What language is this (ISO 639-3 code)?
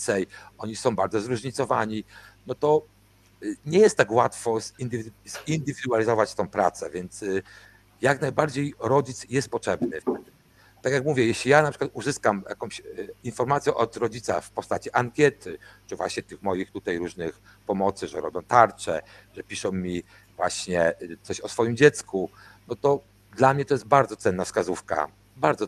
pol